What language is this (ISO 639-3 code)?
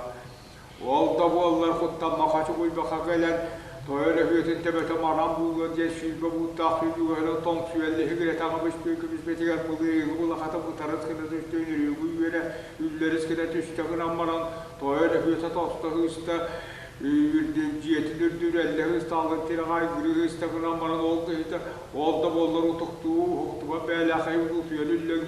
sah